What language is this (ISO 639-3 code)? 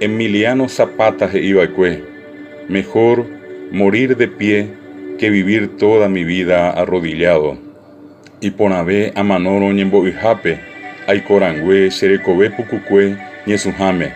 grn